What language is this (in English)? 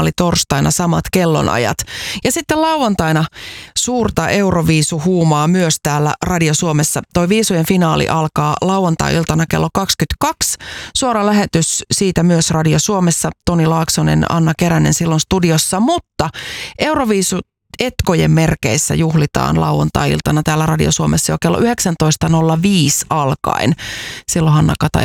Finnish